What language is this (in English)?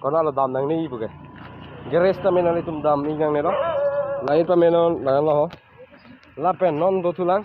Karbi